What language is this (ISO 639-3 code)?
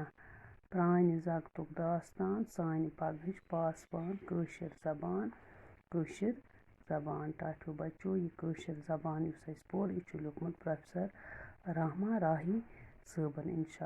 kas